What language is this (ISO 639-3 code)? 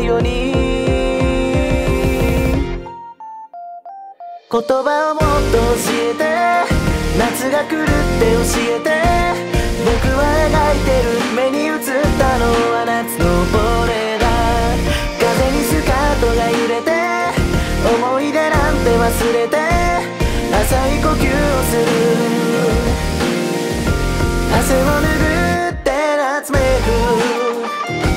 jpn